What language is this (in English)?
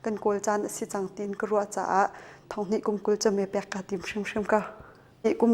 Hakha Chin